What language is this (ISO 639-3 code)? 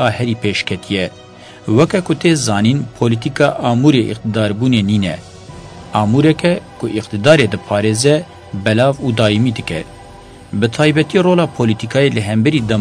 kur